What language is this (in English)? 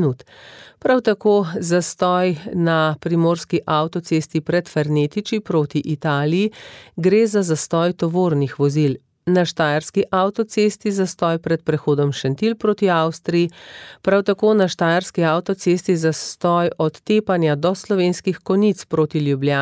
Slovenian